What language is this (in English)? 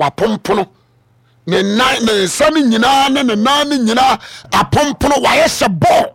Akan